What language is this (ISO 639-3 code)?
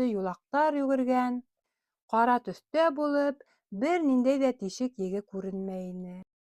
bak